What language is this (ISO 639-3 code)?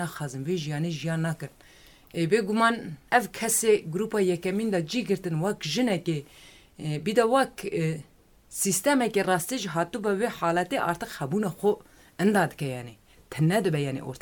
kur